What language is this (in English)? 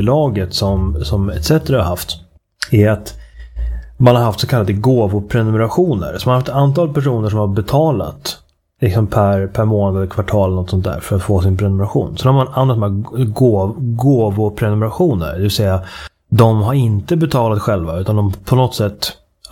Swedish